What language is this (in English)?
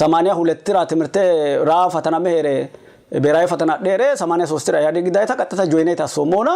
Sidamo